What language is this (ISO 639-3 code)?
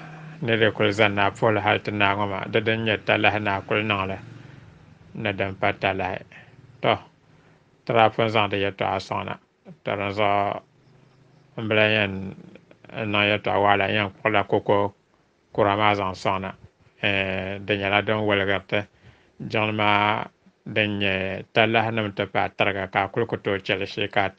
dag